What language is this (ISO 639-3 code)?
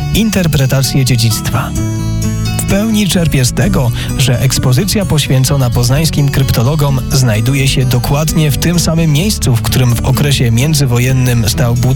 pol